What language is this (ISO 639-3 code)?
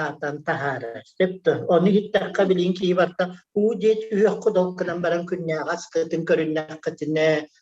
sah